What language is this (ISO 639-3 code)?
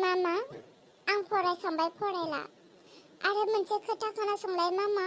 brx